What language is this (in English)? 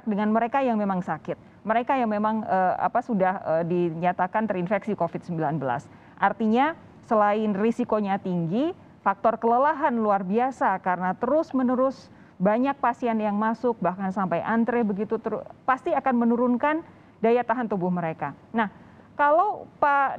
Indonesian